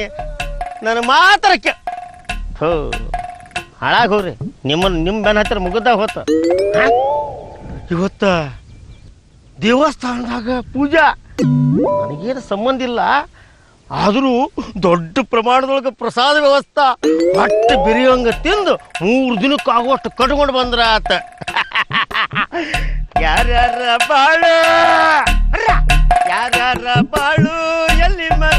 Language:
Kannada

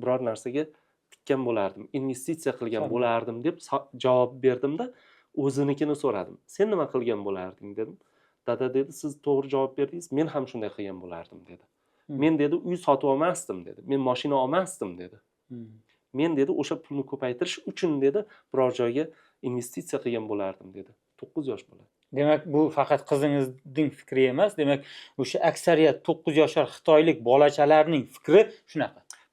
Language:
Uzbek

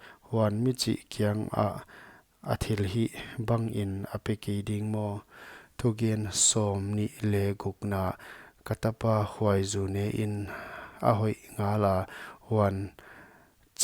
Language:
Paite Chin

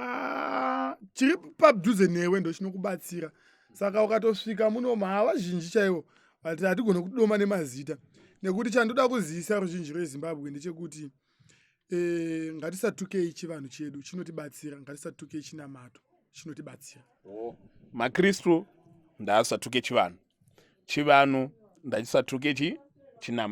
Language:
Shona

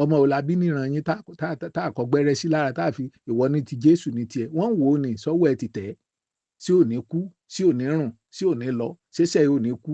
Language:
Yoruba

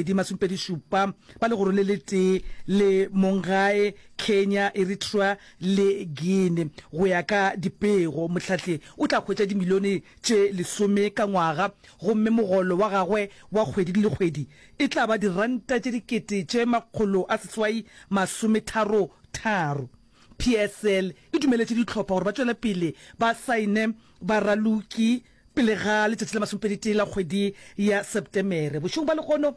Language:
Northern Sotho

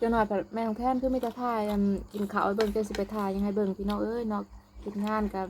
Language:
Northeastern Thai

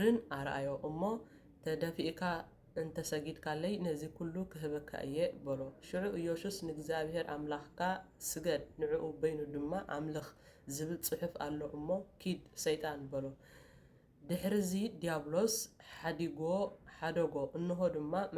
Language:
Tigrinya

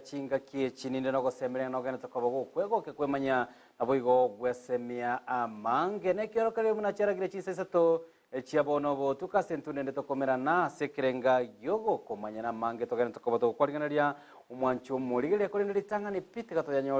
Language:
Gusii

